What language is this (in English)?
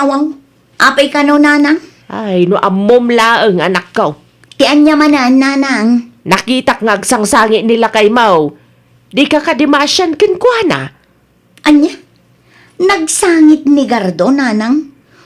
Iloko